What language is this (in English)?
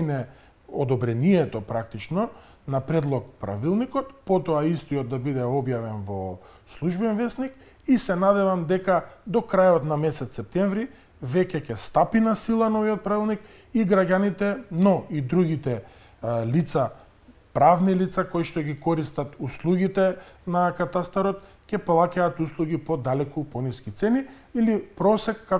Macedonian